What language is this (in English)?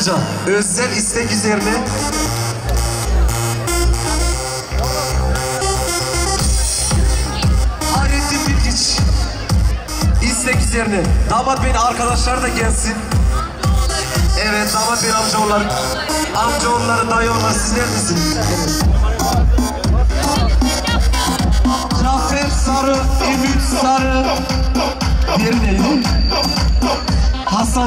Turkish